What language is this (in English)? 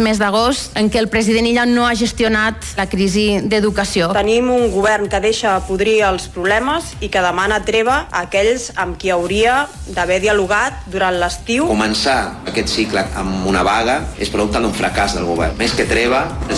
Catalan